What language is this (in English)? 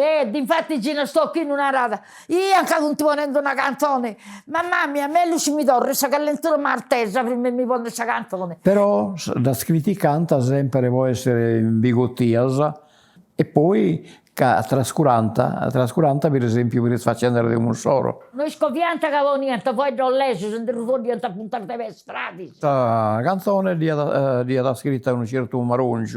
Sardinian